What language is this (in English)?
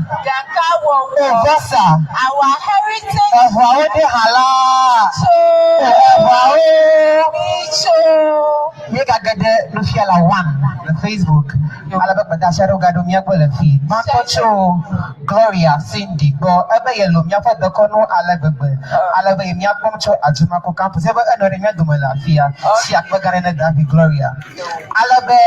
Ewe